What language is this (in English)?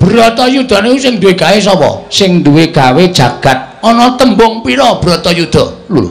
Javanese